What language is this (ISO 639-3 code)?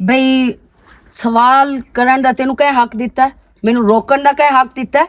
lah